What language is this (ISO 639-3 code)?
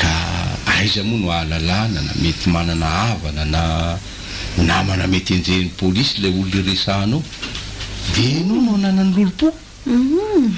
mlg